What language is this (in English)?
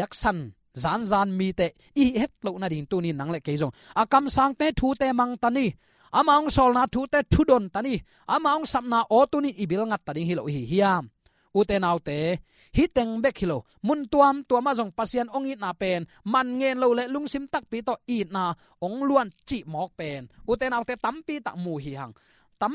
Tedim Chin